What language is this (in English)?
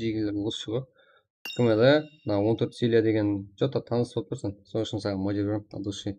Kara-Kalpak